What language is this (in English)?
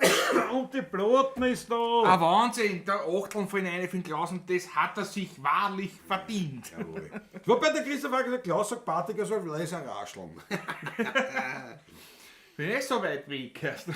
Bavarian